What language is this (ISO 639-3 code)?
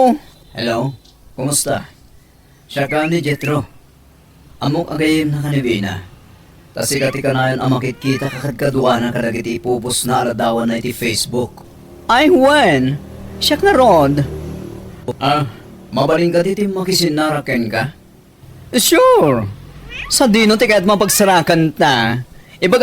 ilo